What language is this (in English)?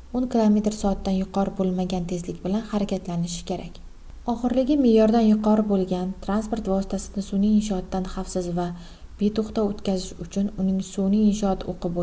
Uzbek